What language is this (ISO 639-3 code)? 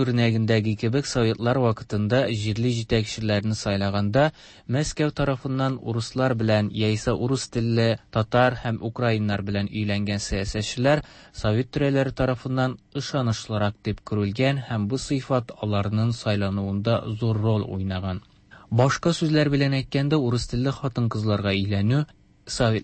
tat